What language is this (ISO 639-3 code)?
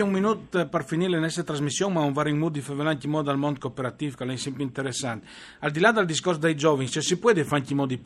fur